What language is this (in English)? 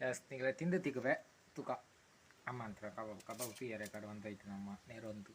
Tulu